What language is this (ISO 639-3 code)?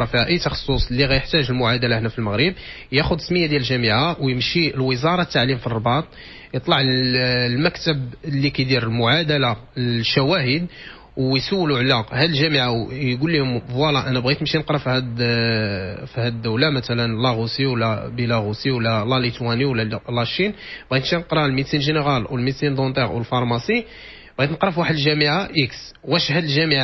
ary